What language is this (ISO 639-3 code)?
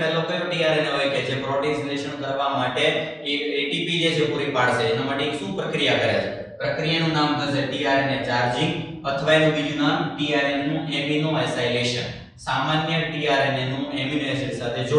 guj